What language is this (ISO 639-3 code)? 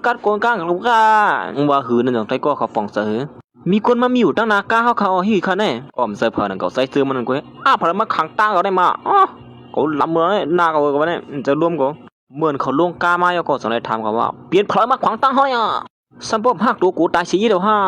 shn